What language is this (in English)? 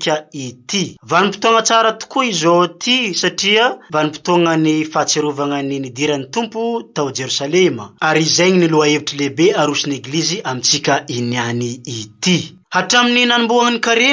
Malagasy